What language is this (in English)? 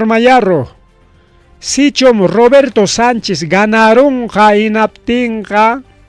Ayacucho Quechua